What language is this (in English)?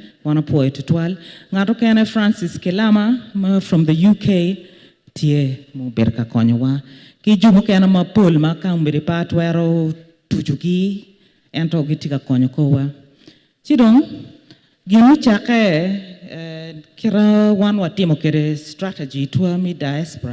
Acoli